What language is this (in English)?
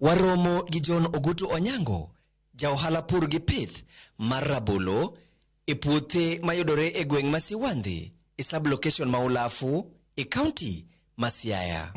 Luo (Kenya and Tanzania)